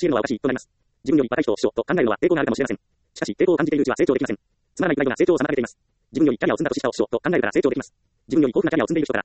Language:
Japanese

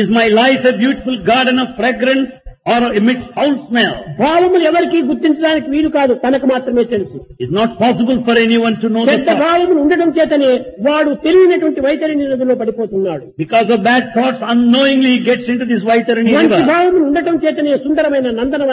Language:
Telugu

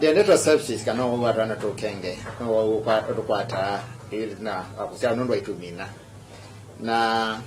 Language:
Kamba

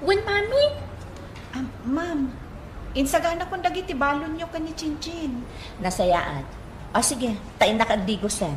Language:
Iloko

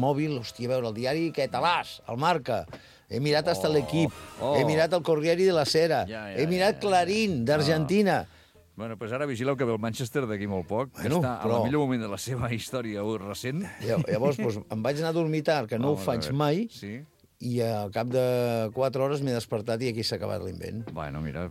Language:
Catalan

